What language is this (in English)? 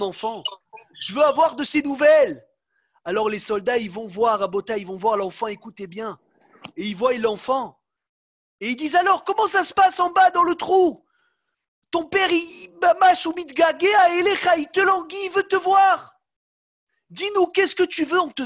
French